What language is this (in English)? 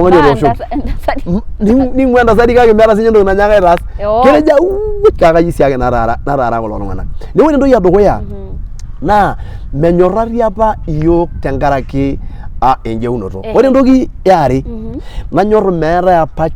Masai